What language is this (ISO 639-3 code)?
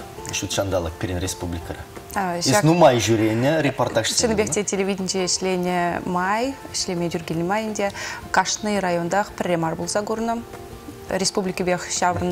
chv